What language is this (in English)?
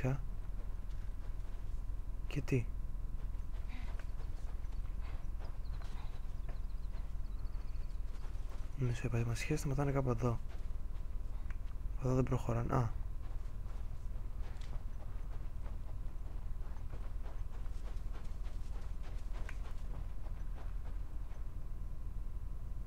Greek